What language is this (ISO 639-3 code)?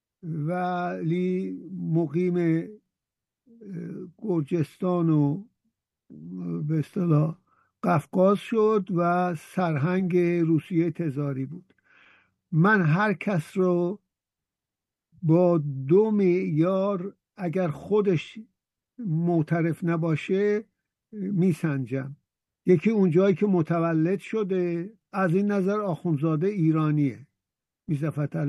fas